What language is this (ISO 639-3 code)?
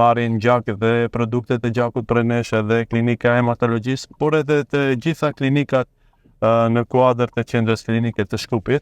sqi